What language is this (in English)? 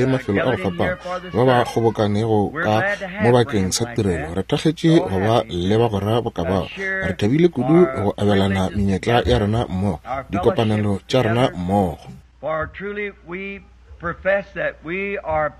Northern Sotho